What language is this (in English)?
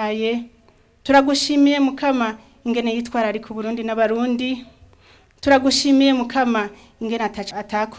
Rundi